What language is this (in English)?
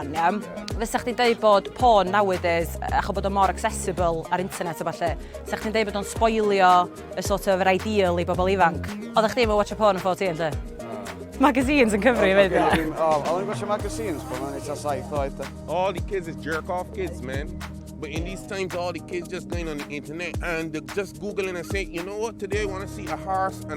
Welsh